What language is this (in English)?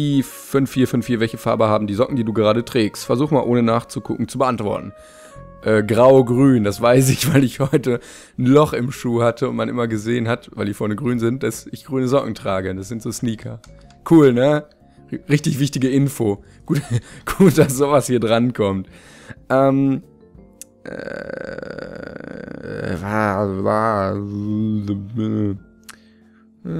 German